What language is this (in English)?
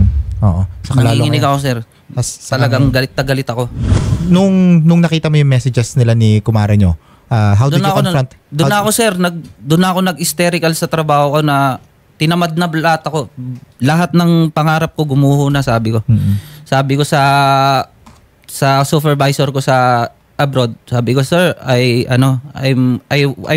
Filipino